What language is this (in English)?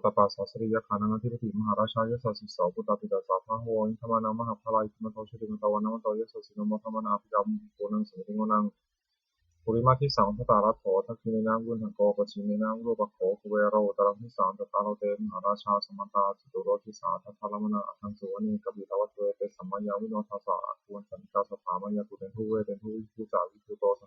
Pali